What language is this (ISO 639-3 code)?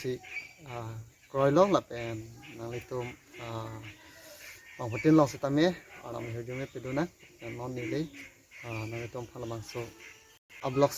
mjw